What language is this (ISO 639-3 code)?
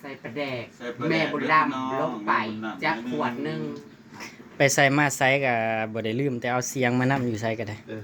tts